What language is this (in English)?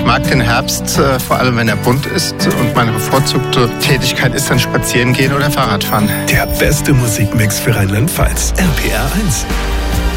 German